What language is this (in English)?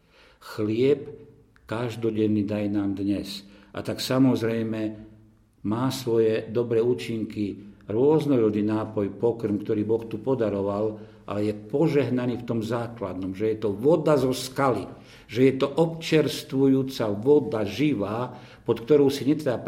Slovak